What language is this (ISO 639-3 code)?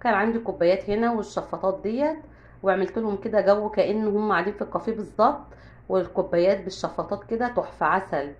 arz